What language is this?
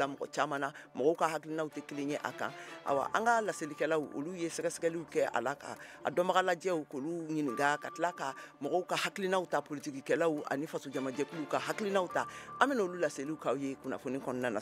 Bambara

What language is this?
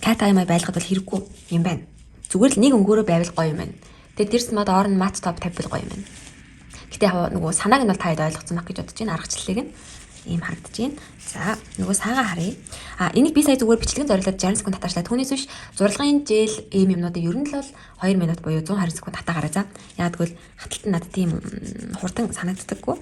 Mongolian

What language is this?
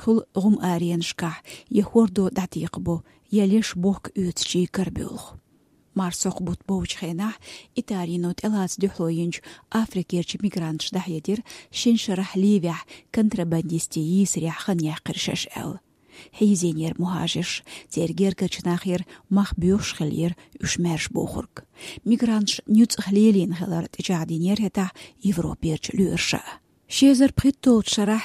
Chechen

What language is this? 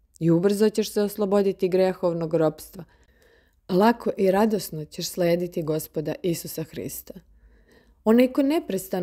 Serbian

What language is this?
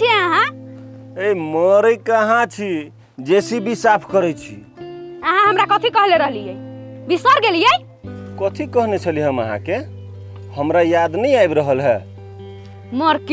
Maithili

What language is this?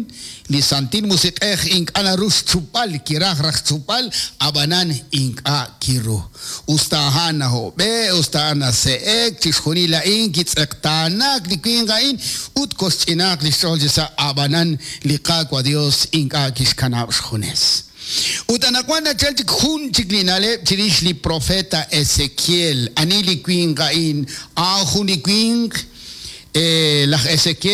Kekchí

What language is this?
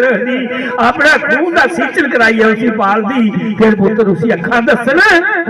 Dogri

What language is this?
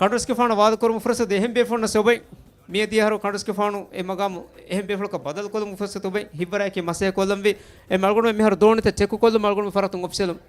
Divehi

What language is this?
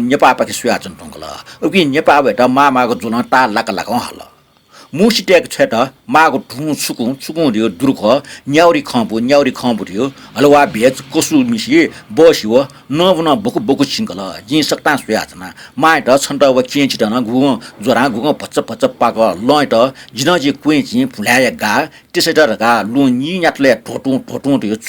Newari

